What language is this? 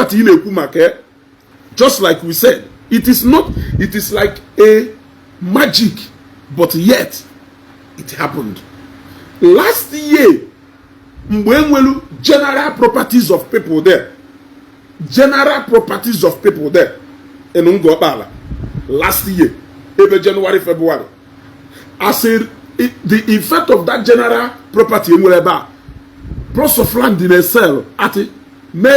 Igbo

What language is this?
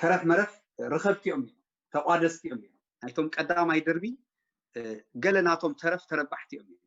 Tigrinya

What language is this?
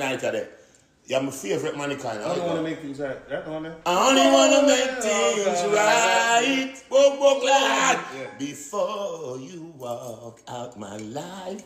Jamaican Creole English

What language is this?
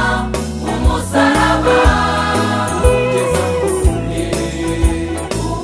Kinyarwanda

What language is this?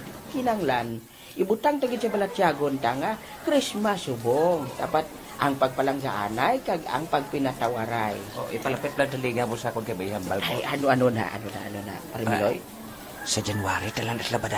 Hiligaynon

